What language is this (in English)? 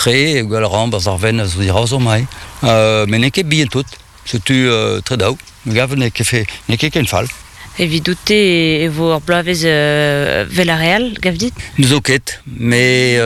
Breton